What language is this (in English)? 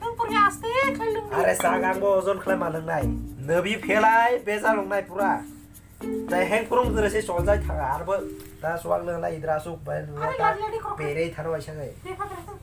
Kok Borok